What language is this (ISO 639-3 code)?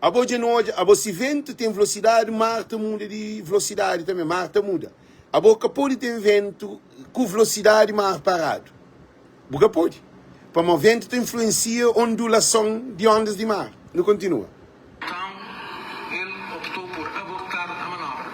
kea